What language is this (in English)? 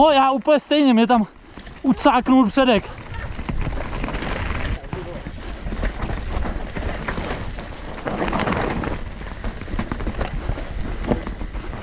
Czech